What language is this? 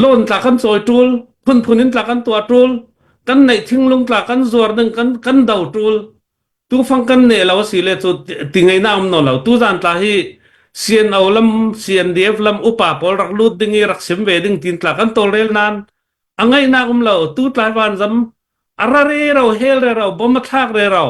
Hakha Chin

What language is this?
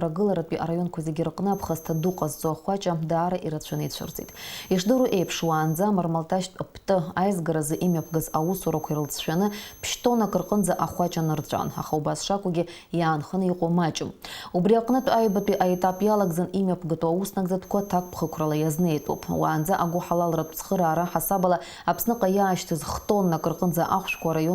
Abkhazian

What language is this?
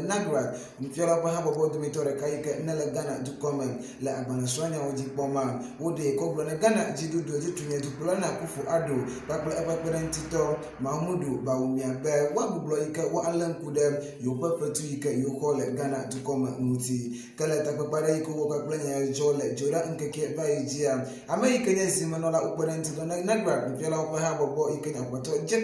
Ewe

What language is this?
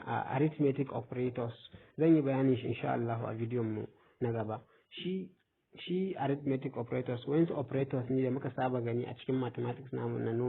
Hausa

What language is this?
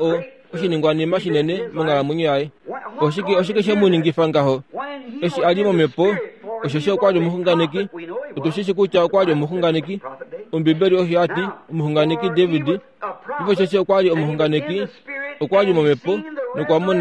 Kuanyama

